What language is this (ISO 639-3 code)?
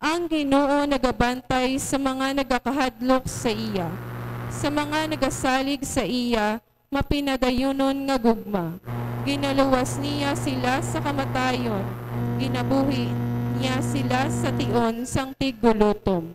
hil